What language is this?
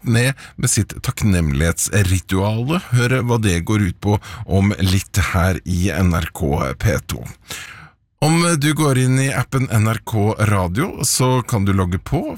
Norwegian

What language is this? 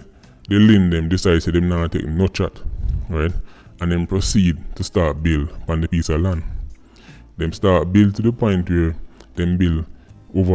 Jamaican Creole English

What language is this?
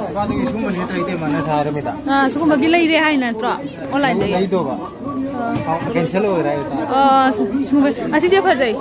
Manipuri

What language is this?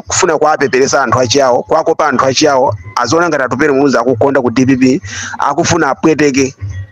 Nyanja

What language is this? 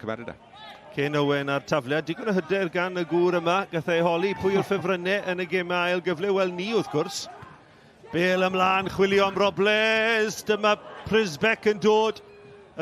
Welsh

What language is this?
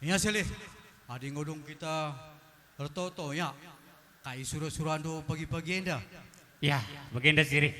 Batak Karo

